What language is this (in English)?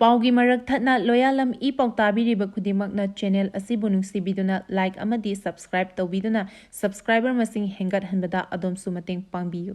Manipuri